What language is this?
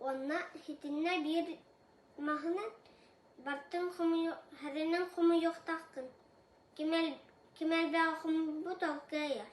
Yakut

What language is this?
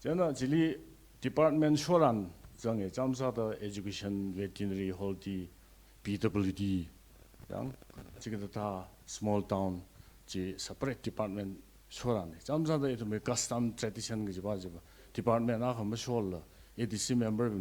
Tangkhul Naga (India)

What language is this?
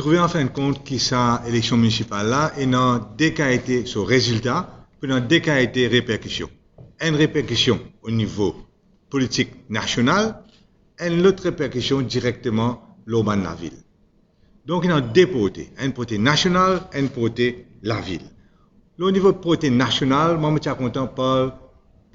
Morisyen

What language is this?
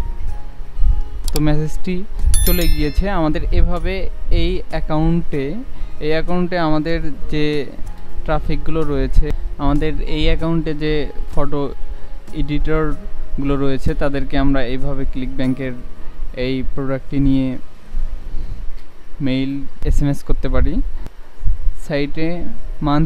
Bangla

